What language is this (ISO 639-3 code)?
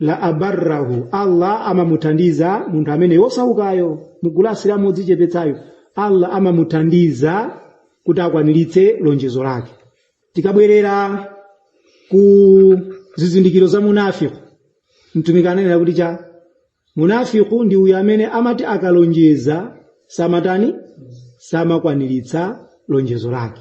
nya